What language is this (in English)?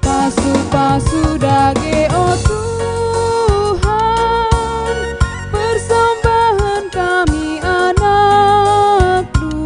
Batak Karo